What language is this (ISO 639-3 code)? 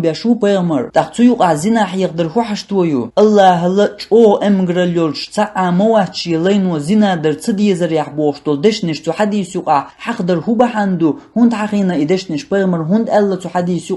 che